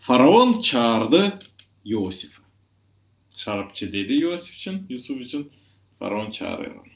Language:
Gagauz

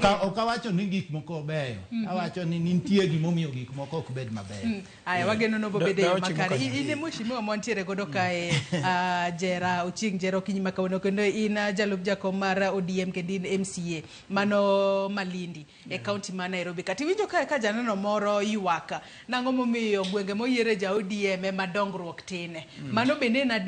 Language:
Luo (Kenya and Tanzania)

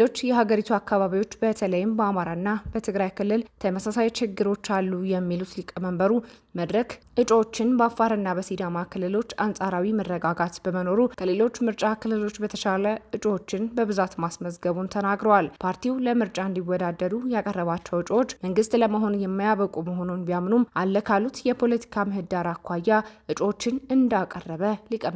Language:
Amharic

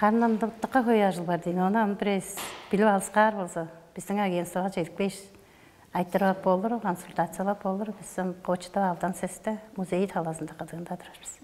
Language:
Tuvinian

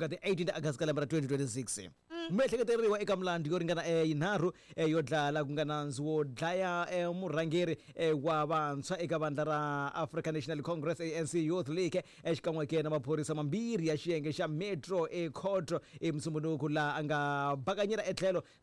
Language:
Tsonga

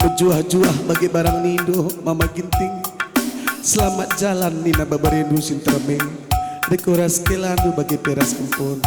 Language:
Batak Karo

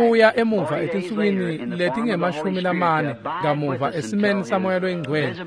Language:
Swati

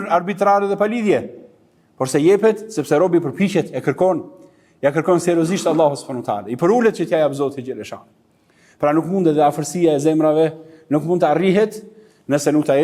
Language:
Albanian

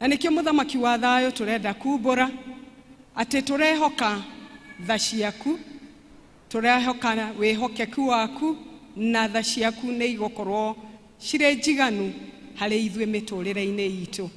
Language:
Kikuyu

